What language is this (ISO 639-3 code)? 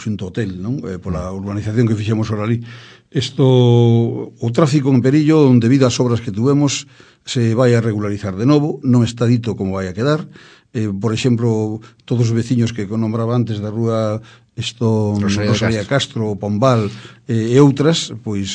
glg